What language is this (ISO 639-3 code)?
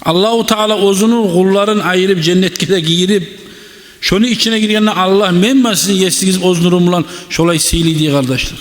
kum